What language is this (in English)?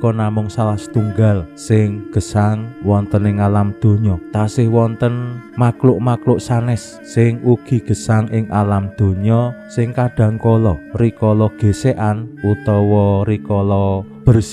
Javanese